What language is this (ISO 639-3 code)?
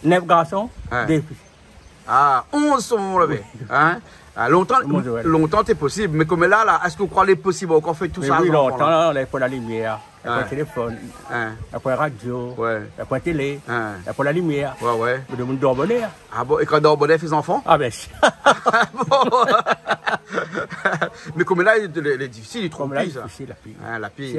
rcf